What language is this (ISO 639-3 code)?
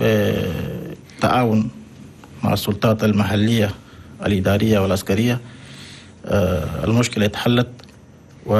shu